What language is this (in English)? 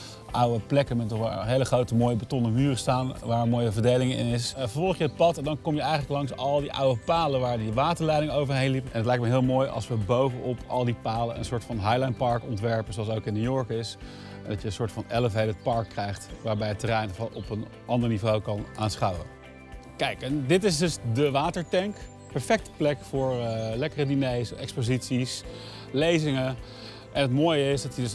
Dutch